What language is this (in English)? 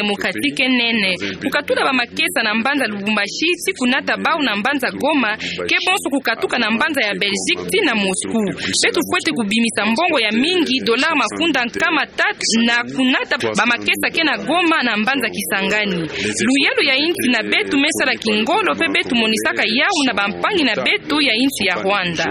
Kituba (Democratic Republic of Congo)